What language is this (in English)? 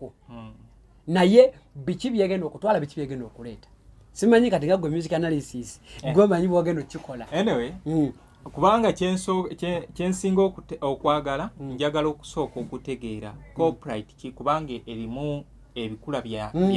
Ganda